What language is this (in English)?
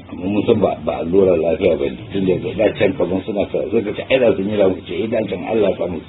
Hausa